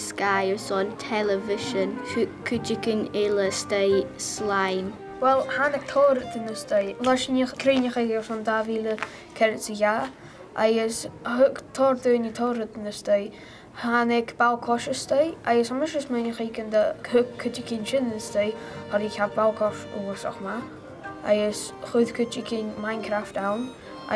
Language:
Scottish Gaelic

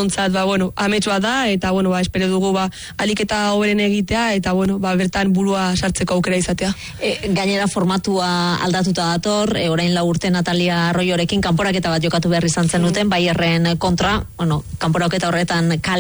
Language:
Basque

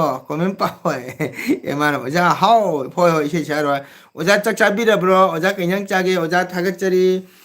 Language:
Manipuri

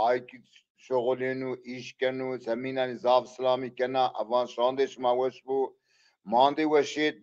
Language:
Zaza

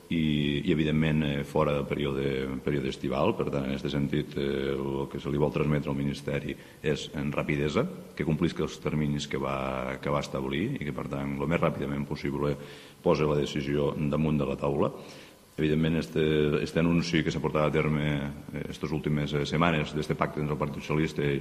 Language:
Catalan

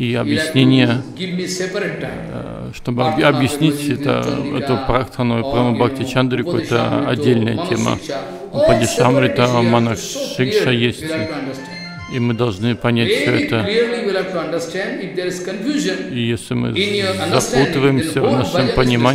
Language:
Russian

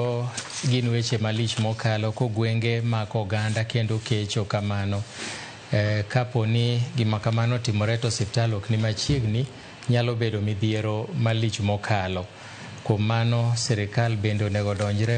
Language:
Luo (Kenya and Tanzania)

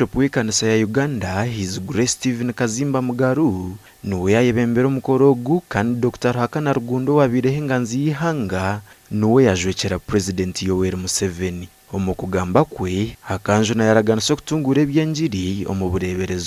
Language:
Nyankole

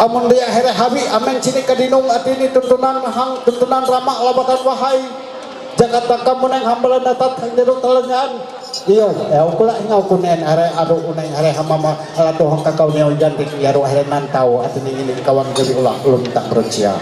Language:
Ma'anyan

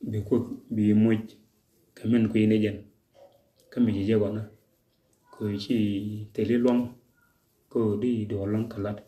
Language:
Nuer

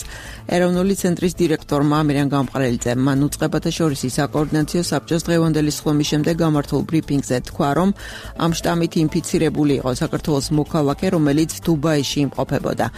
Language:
Georgian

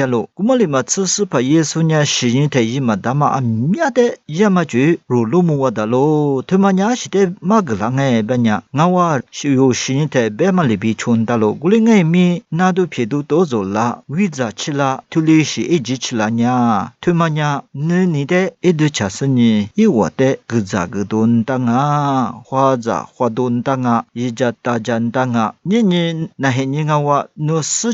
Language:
Lisu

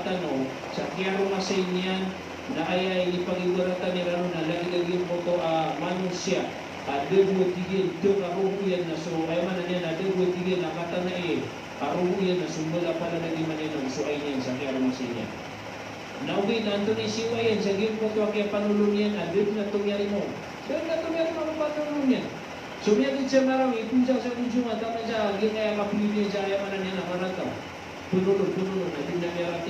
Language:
Maranao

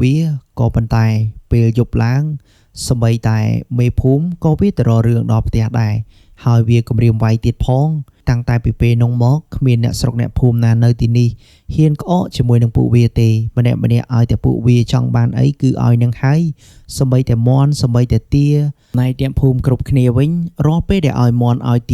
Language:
Khmer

